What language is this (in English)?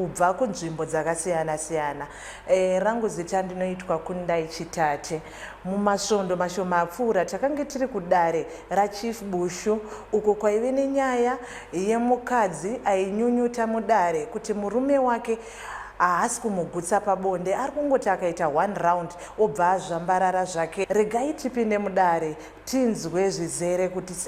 Shona